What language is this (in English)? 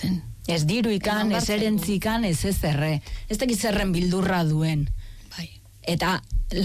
Basque